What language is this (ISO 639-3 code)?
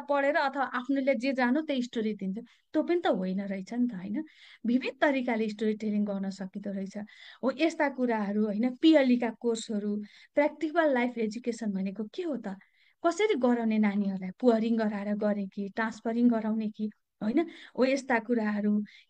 nep